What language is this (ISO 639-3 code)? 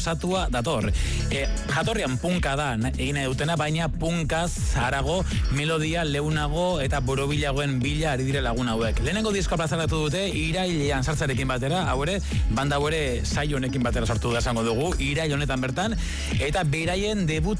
eus